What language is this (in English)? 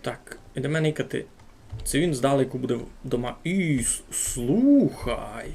Rusyn